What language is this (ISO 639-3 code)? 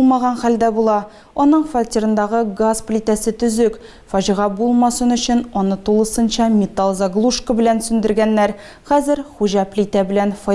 tat